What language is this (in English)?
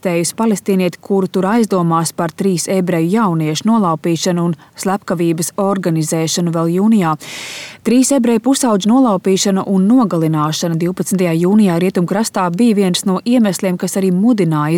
Latvian